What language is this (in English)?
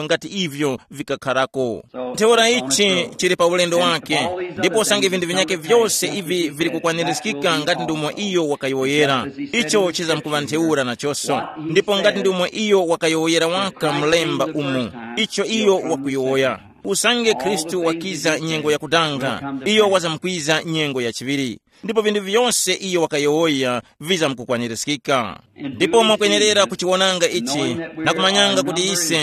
Tumbuka